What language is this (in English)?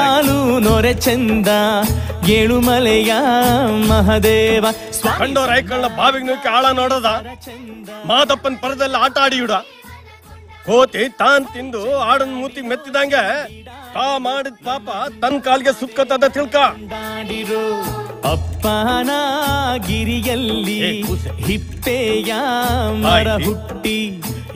Kannada